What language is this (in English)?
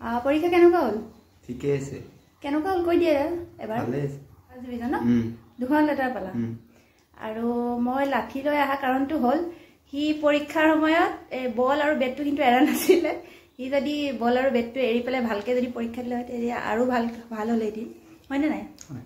Assamese